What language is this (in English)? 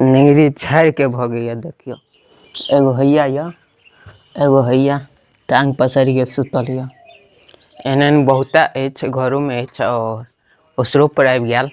Maithili